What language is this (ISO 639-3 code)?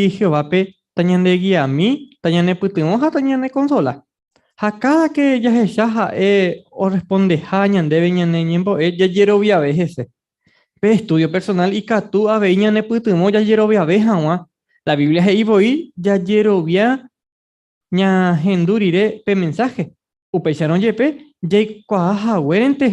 grn